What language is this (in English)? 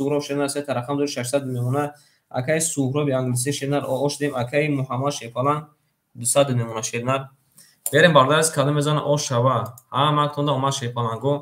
Tajik